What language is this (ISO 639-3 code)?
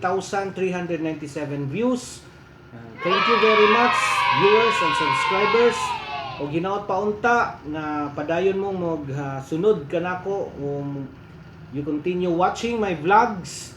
ceb